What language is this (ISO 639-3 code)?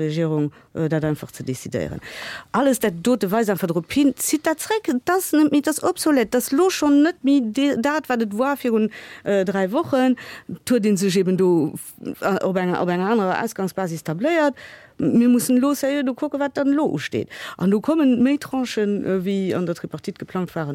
ltz